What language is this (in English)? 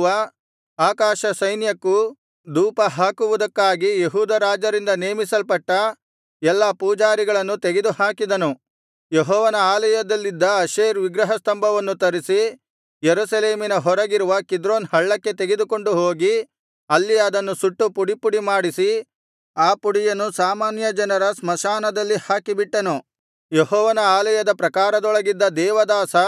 Kannada